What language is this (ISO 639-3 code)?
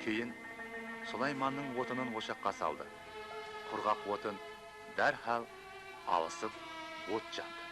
kaa